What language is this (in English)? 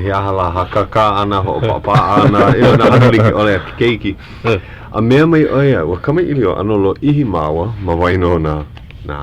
Hawaiian